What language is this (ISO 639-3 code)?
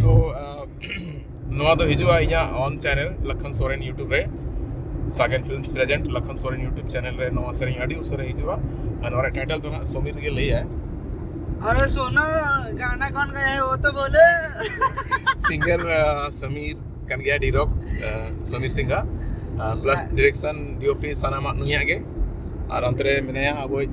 sat